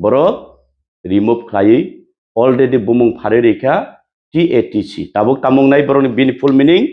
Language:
Kok Borok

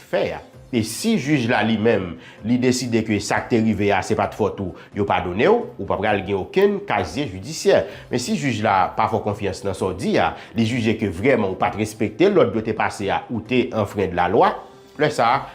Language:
Haitian Creole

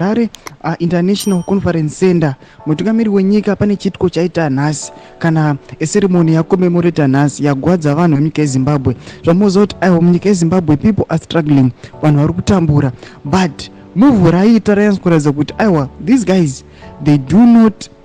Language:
Shona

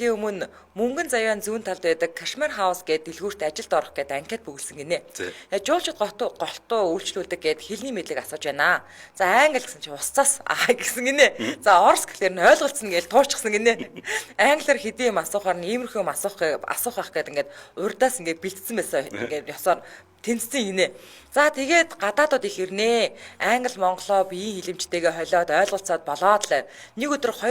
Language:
Mongolian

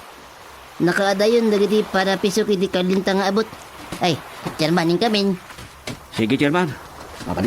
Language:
Iloko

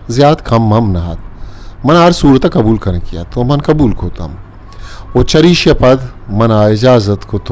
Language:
Eastern Balochi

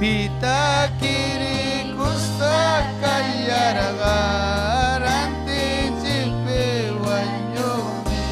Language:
Ayacucho Quechua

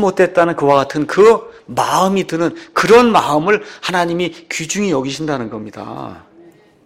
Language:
Korean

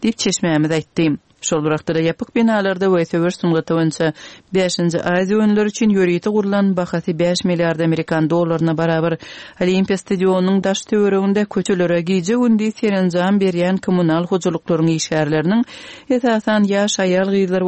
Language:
Turkmen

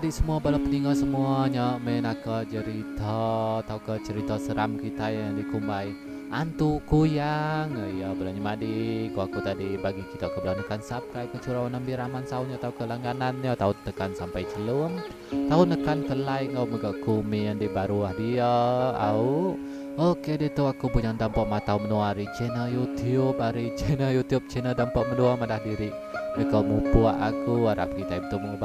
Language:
Iban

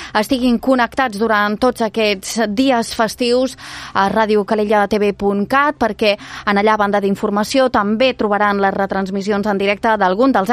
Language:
Catalan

